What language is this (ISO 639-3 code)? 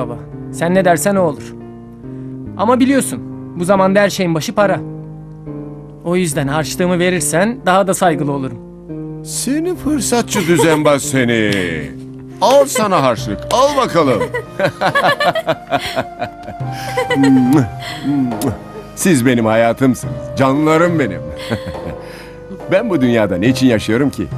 tur